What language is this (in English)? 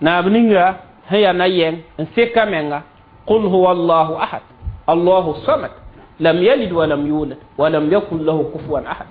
Mossi